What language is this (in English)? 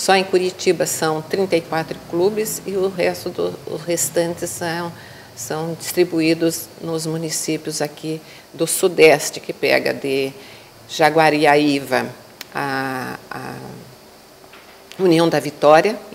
Portuguese